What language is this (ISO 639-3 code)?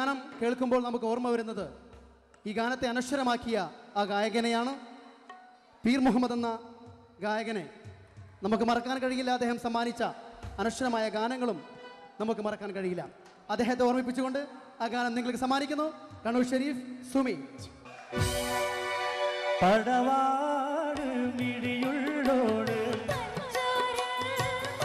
mal